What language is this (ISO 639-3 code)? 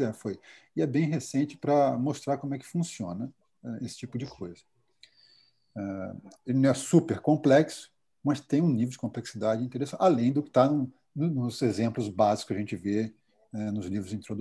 por